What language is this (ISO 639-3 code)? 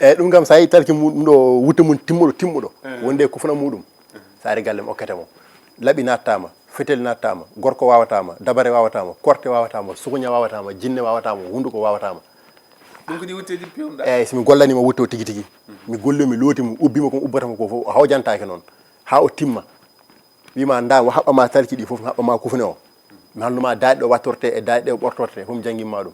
ful